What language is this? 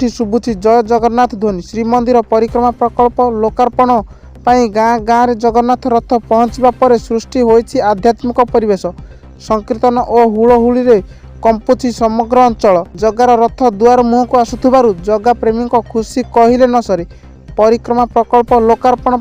Odia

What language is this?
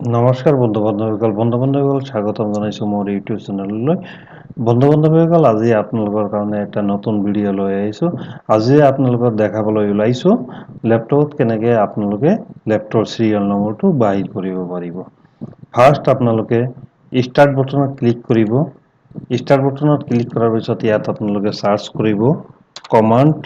Assamese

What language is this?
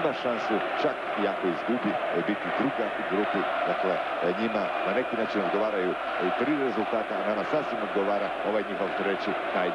Croatian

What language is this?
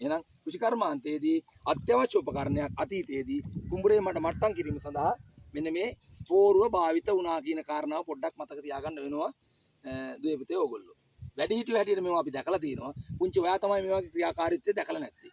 Sinhala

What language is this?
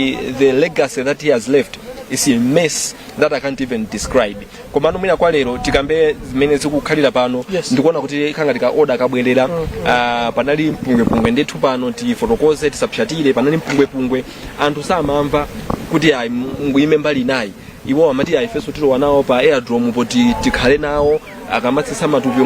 Nyanja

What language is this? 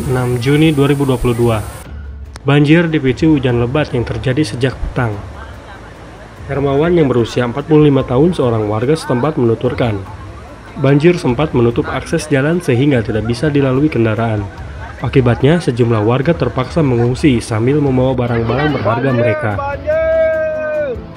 Indonesian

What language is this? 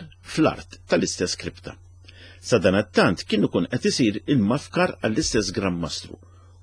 Maltese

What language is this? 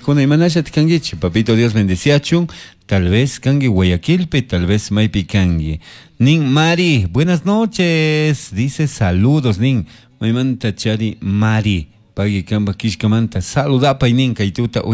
Chimborazo Highland Quichua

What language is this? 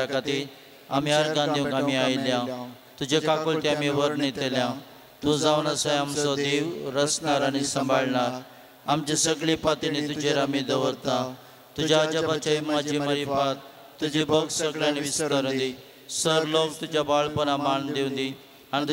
Konkani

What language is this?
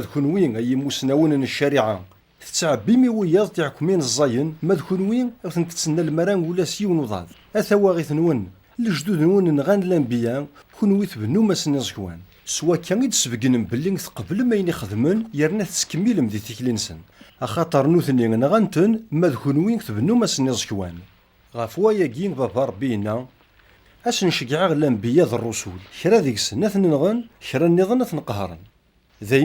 Kabyle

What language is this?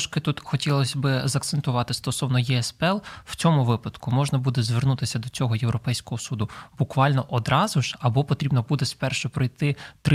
Ukrainian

